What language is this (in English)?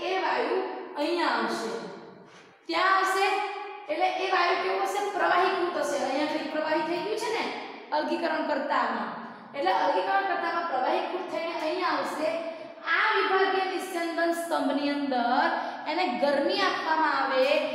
Gujarati